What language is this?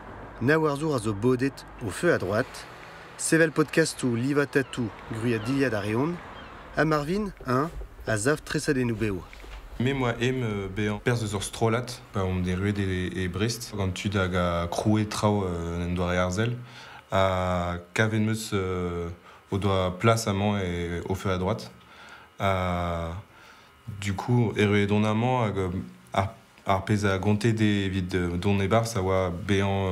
Breton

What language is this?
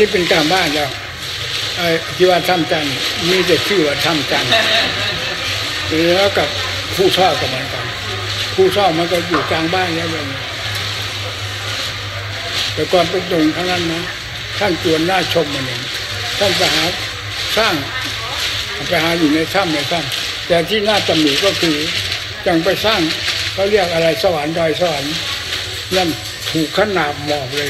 Thai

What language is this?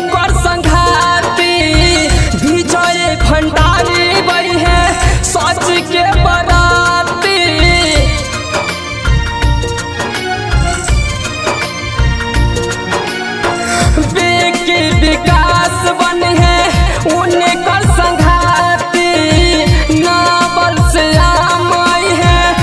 Bhojpuri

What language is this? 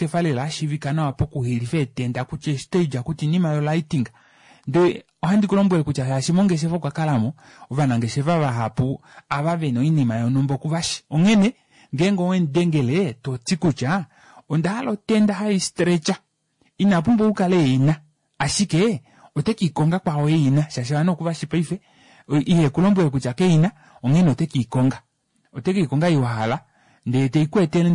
Kuanyama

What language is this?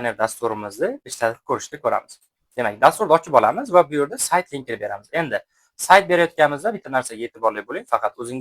Uzbek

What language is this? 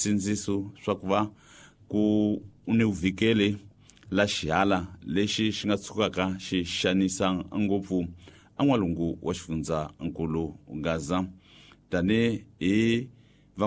Tsonga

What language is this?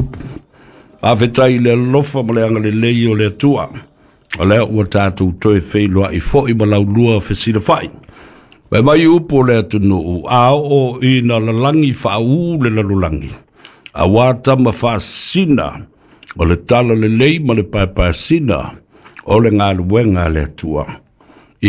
Samoan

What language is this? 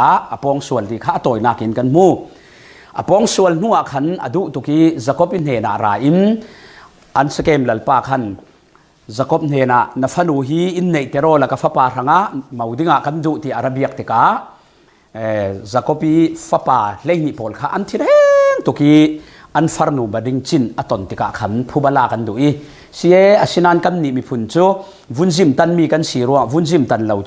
Falam Chin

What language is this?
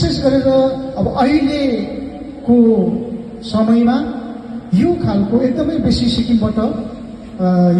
Nepali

